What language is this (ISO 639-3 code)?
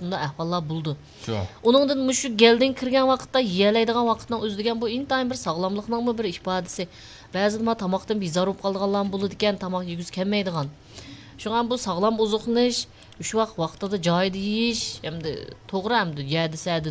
uig